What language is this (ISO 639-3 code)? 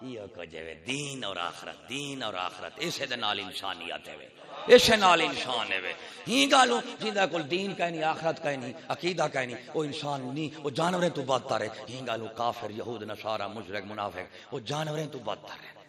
skr